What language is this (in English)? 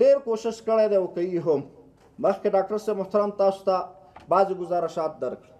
Pashto